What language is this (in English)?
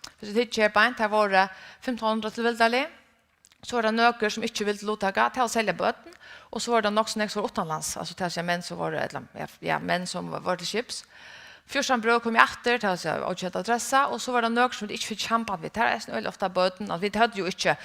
Faroese